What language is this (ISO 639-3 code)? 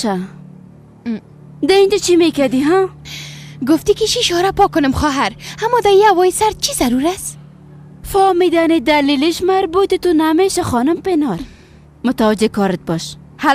fas